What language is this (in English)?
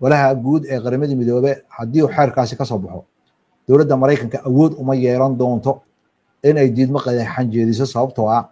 Somali